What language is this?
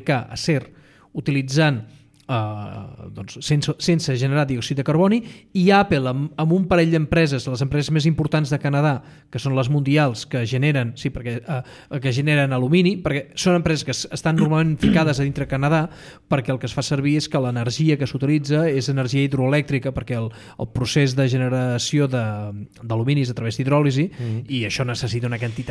Catalan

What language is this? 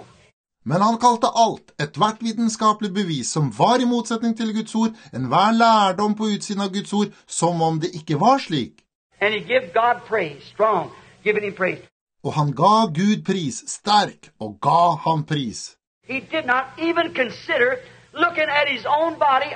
Norwegian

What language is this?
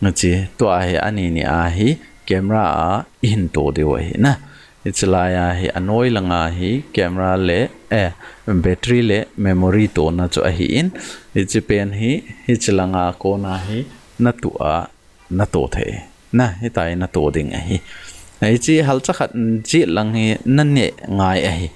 Thado Chin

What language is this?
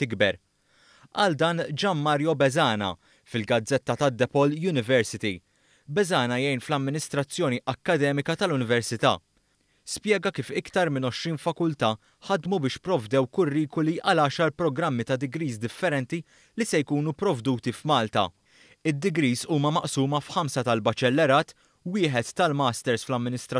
Maltese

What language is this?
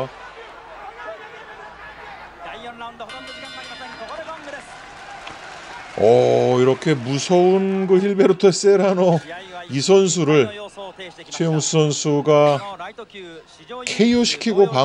Korean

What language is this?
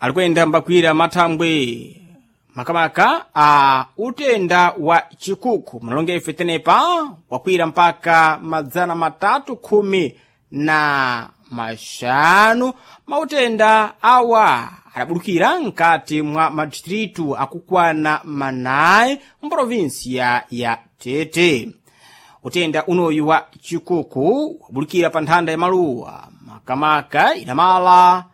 Sena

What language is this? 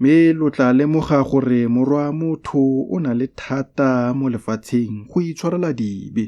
Tswana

